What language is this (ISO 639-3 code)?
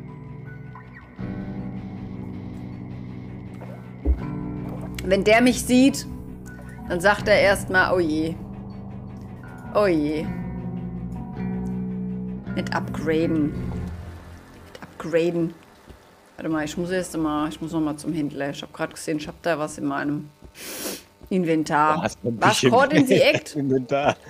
deu